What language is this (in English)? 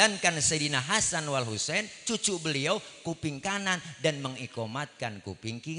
Betawi